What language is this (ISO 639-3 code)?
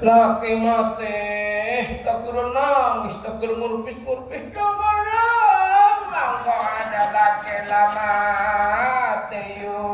mad